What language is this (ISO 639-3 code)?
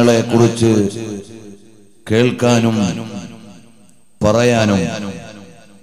mal